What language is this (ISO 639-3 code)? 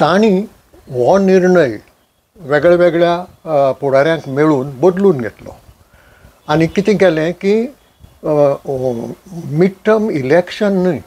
kok